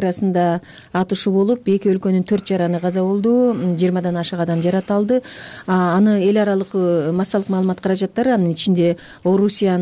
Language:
Kyrgyz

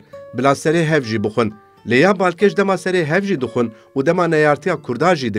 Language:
Kurdish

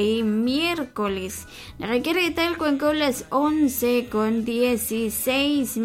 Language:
Kekchí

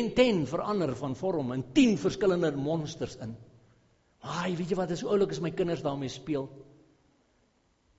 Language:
Afrikaans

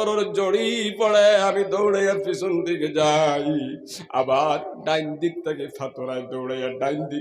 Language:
Sylheti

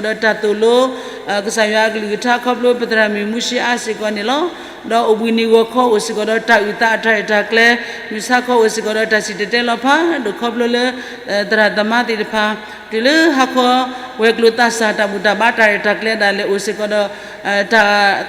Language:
S'gaw Karen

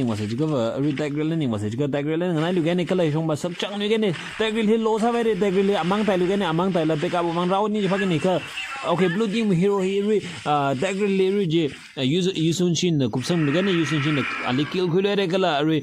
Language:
Tangkhul Naga (India)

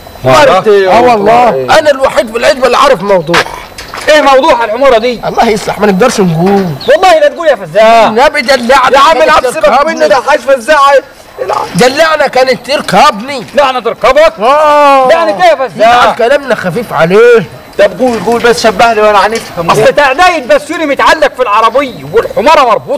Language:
Egyptian Arabic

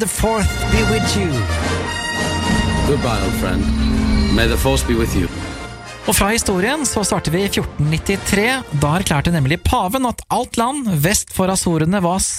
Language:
Norwegian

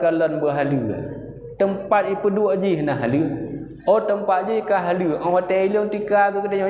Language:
Achinese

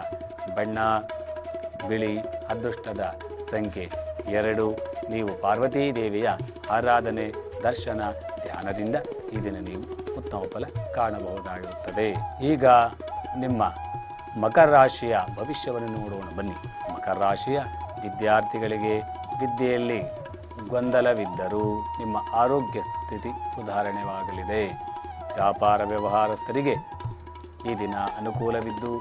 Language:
Kannada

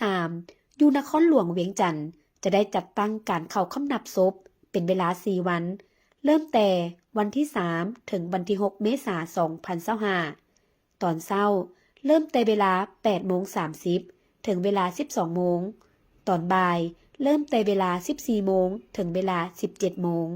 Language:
Lao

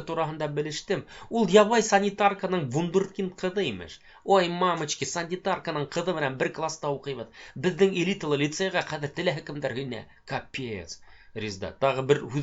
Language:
Bashkir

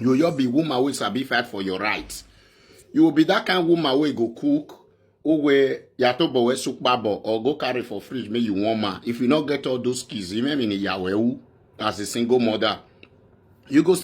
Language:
Nigerian Pidgin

